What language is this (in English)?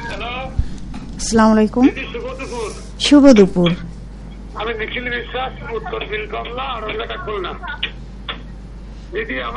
Bangla